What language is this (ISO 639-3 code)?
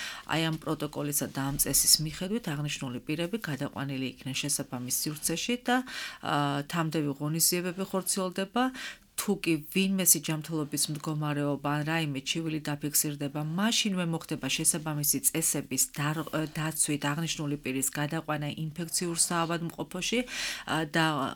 kat